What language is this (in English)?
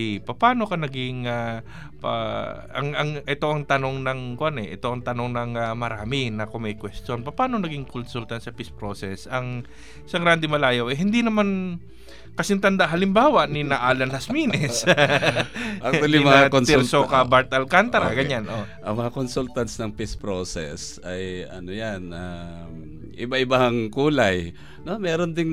Filipino